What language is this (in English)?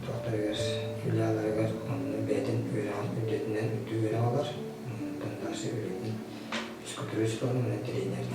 Yakut